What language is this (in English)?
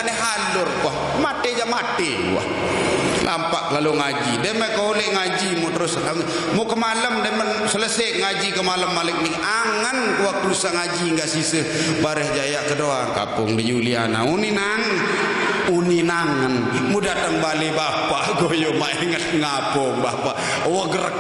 Sasak